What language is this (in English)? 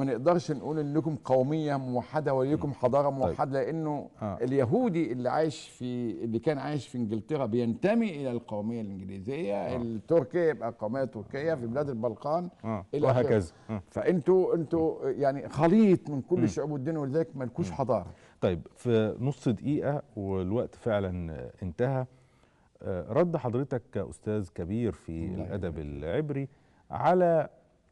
Egyptian Arabic